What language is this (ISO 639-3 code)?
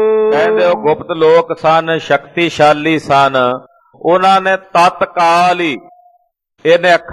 pan